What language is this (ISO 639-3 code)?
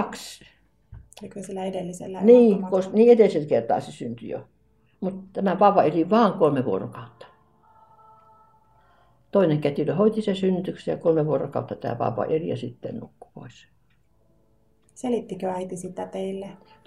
fin